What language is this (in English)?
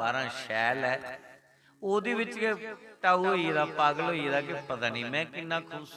Dogri